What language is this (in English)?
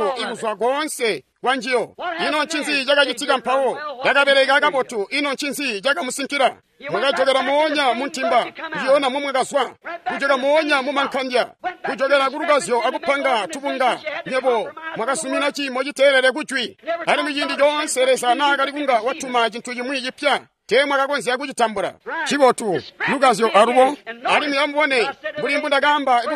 Tonga (Zambia)